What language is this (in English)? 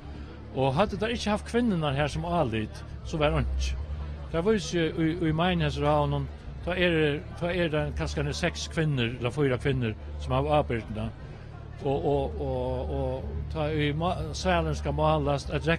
Faroese